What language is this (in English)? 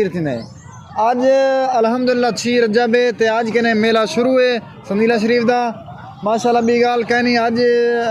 Saraiki